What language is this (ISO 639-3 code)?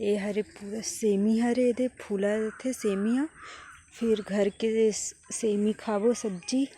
hne